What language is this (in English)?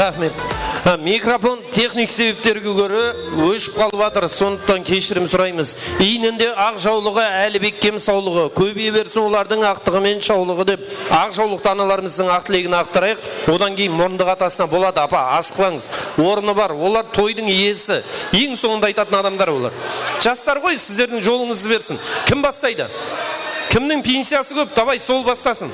Kara-Kalpak